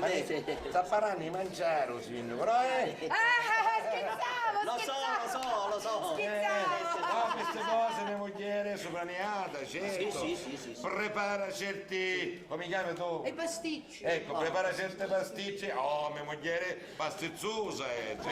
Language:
Sicilian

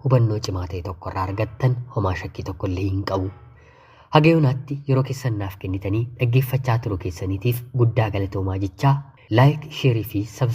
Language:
Oromo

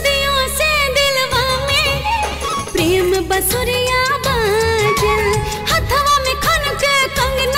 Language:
Bhojpuri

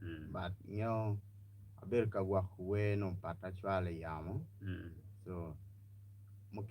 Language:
Acoli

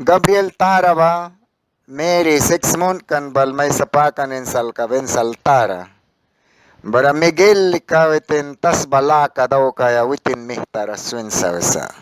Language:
Mískito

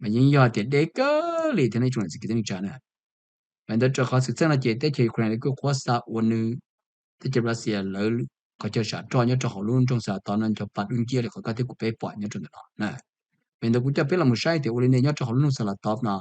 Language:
Hmong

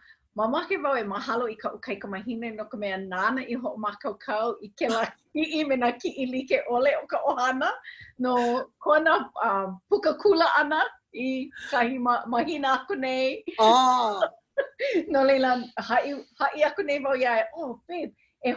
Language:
Hawaiian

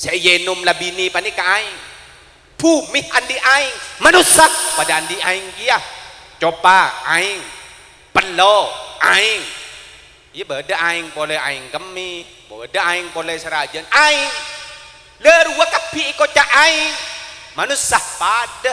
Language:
Madurese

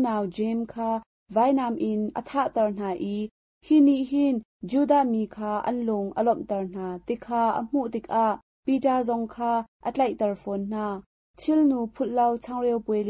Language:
Hakha Chin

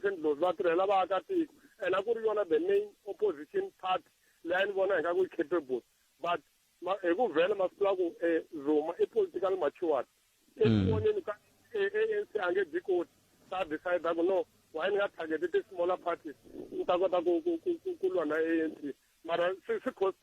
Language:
Tsonga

